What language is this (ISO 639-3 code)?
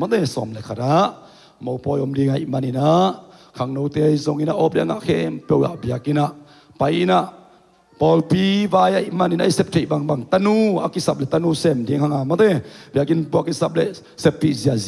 ctd